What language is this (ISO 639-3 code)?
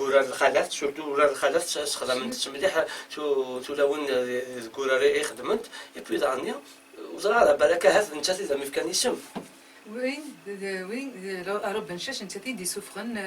kab